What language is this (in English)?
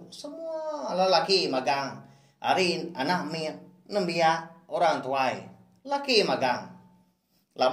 Iban